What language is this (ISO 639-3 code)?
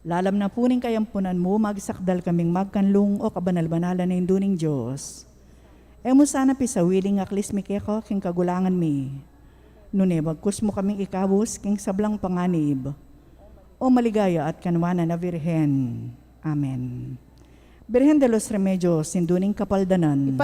pam